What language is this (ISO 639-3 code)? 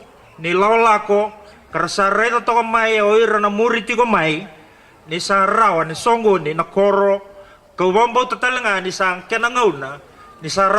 fij